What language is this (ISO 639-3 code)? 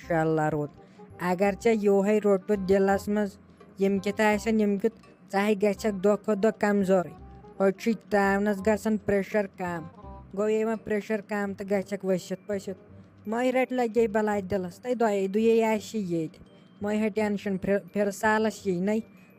kas